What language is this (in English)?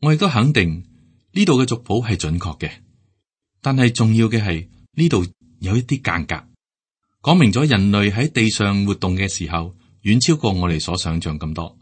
Cantonese